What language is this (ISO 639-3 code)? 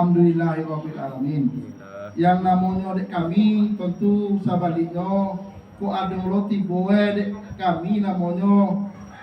min